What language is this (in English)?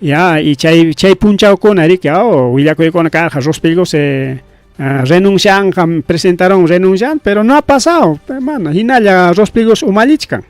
Ayacucho Quechua